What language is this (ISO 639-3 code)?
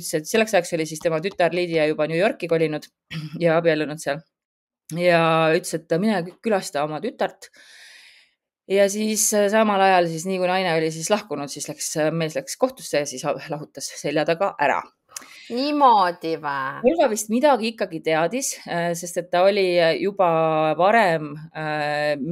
est